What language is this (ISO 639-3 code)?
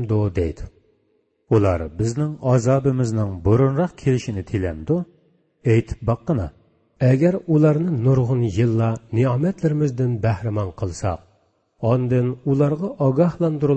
uig